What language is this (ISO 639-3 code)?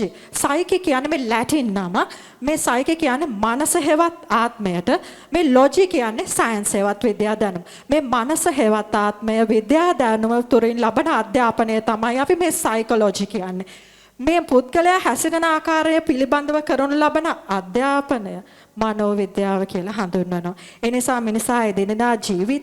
sin